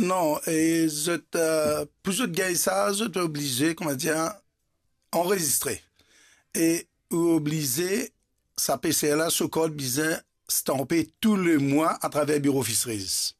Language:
Morisyen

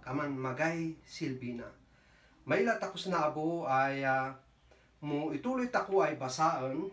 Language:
Kankanaey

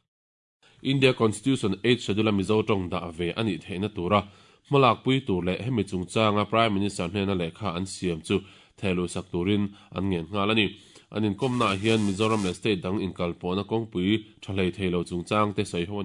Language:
Mizo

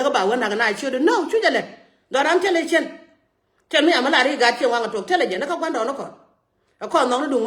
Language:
Nuer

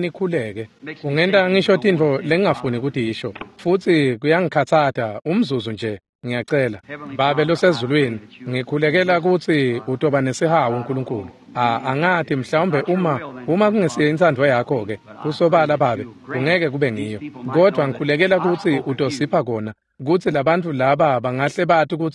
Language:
Swati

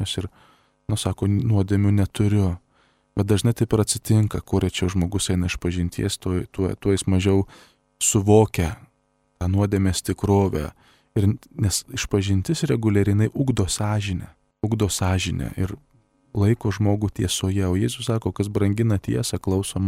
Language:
Lithuanian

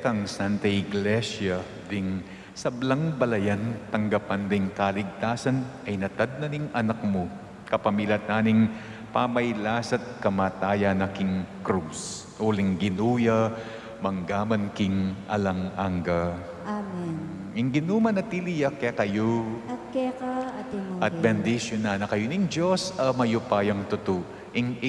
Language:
Pampanga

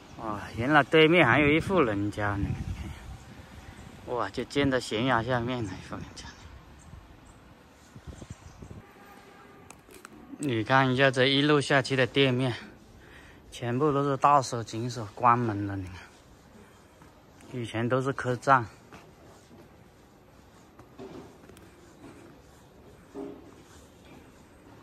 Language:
Chinese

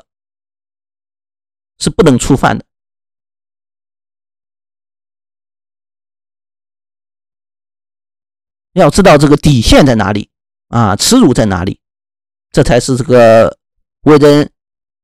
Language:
Chinese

